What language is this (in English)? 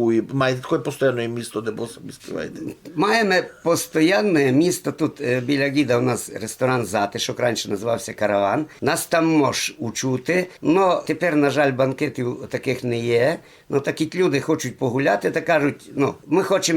Rusyn